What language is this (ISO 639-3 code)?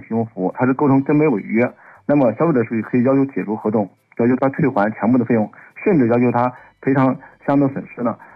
zho